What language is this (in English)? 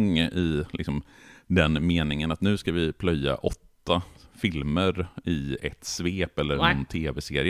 Swedish